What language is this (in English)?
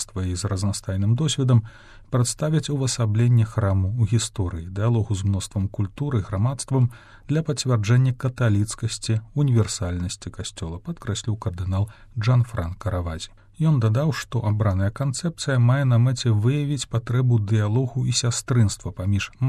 Belarusian